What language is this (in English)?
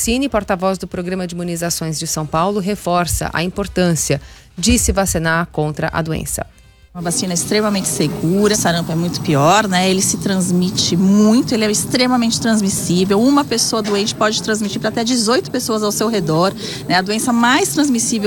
Portuguese